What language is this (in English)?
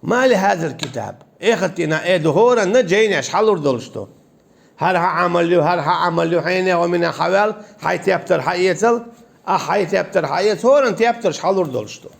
Chechen